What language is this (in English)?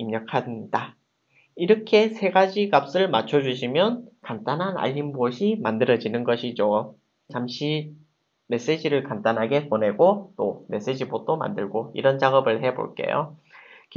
Korean